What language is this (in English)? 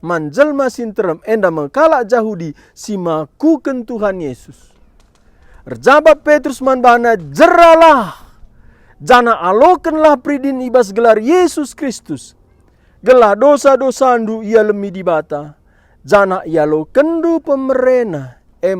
Batak Karo